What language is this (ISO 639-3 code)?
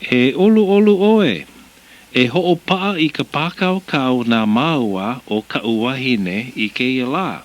haw